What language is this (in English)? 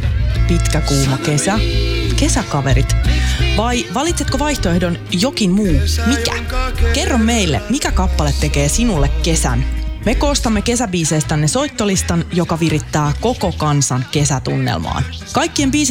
Finnish